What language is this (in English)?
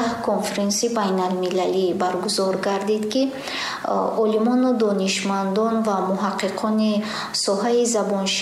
Tajik